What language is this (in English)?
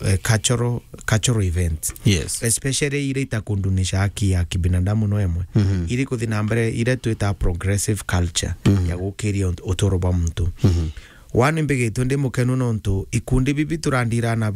Meru